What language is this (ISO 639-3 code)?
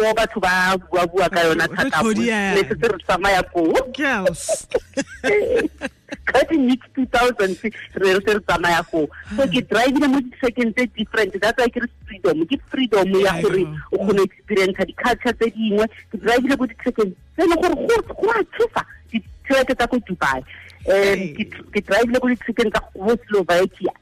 tsn